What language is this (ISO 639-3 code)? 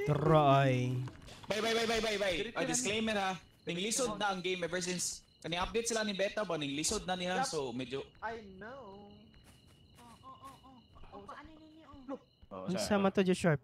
ceb